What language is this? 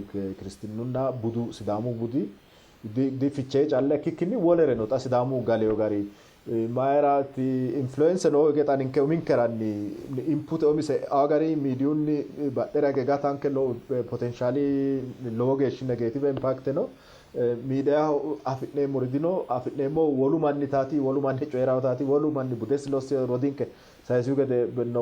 Sidamo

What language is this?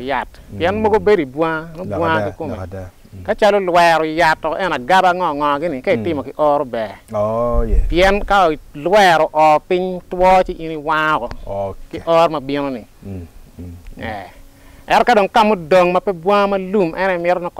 Acoli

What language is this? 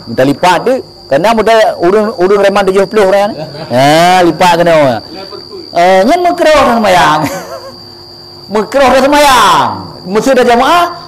Achinese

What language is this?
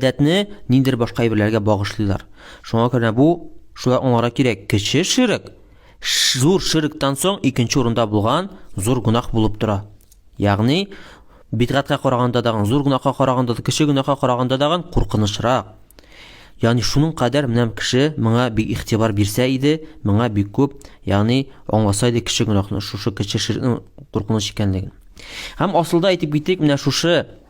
Tatar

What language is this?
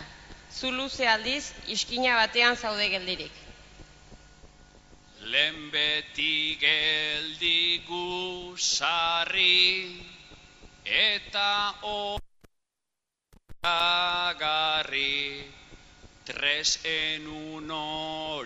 Basque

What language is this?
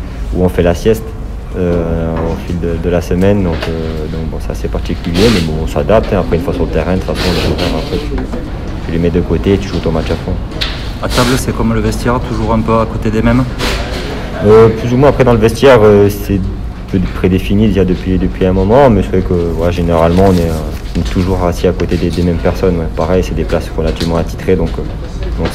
French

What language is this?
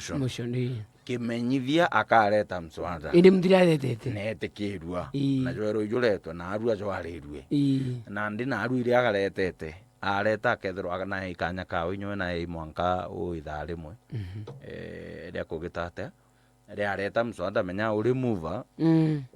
Meru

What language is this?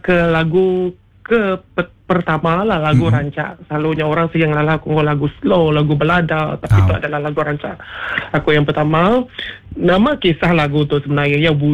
Iban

